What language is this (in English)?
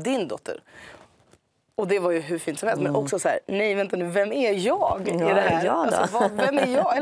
Swedish